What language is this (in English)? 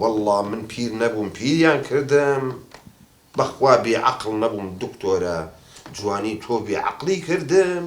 Central Kurdish